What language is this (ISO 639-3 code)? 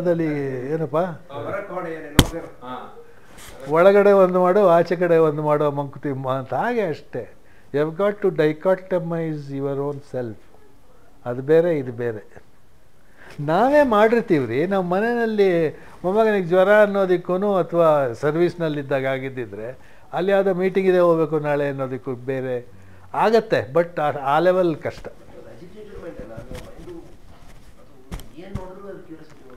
kan